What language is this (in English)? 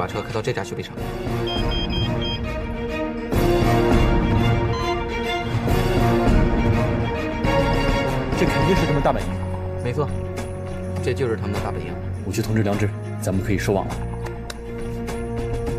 Chinese